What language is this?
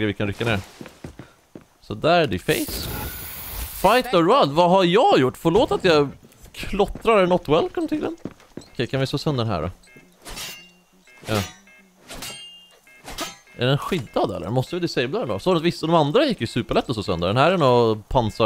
Swedish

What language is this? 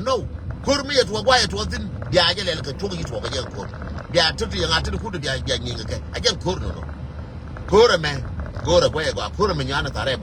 Nuer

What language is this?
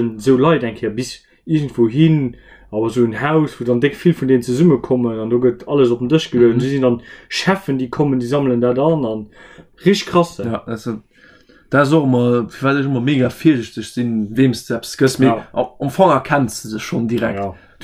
Luxembourgish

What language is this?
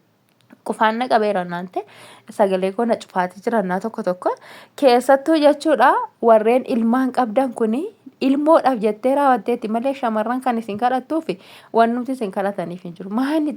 Oromo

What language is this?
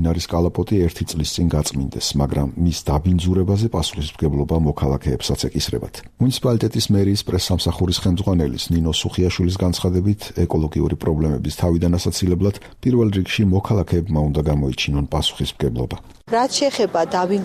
Georgian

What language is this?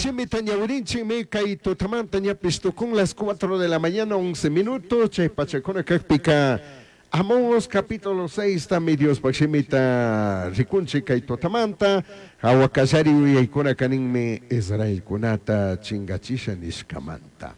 Chimborazo Highland Quichua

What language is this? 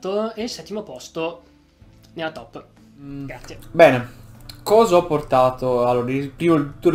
Italian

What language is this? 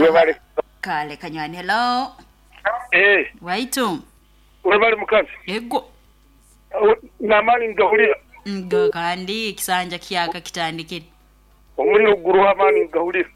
Nyoro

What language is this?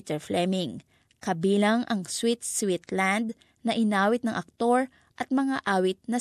Filipino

